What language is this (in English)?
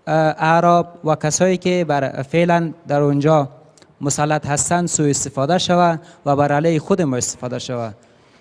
Persian